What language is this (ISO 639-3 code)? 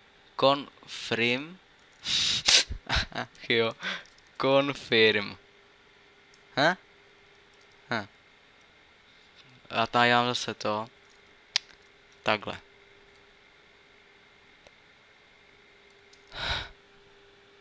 ces